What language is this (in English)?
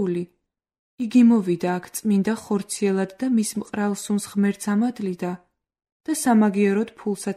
Georgian